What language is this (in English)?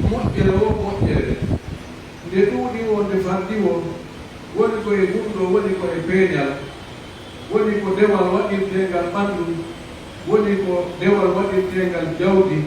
Pular